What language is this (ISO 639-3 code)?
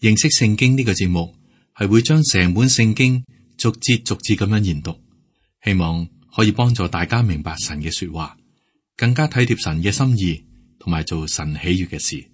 yue